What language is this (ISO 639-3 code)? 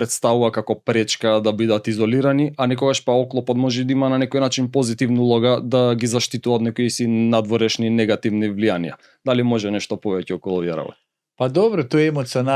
mkd